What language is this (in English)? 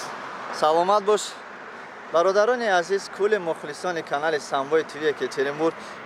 Tajik